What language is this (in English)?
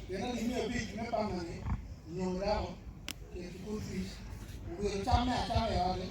Acoli